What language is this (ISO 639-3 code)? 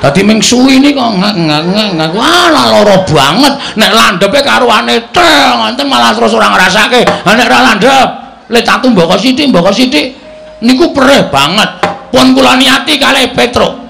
jav